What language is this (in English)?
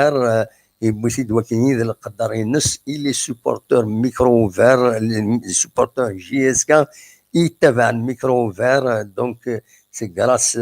Kabyle